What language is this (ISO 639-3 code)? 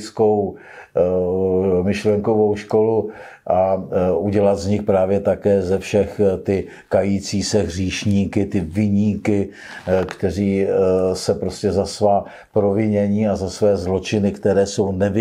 ces